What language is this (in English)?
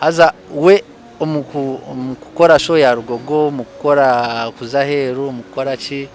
Nyankole